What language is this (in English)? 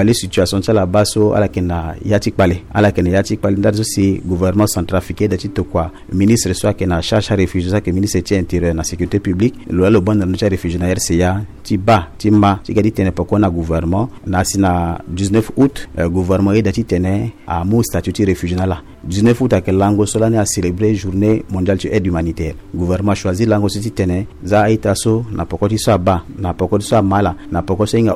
Sango